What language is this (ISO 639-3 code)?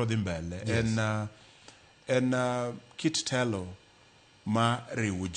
luo